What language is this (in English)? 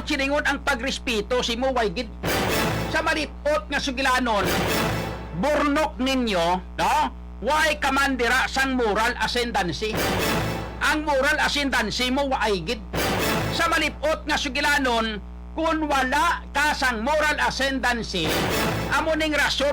Hiligaynon